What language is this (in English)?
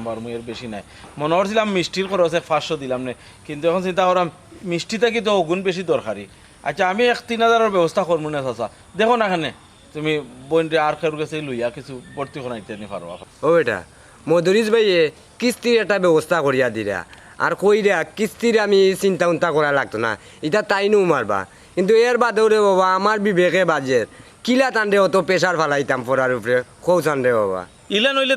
Sylheti